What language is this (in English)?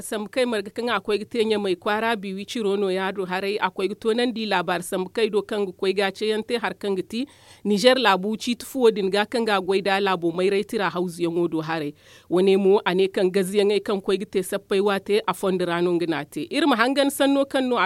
Zarma